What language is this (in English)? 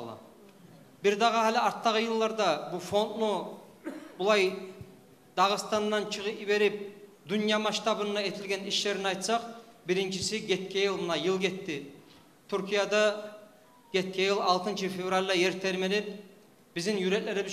Kumyk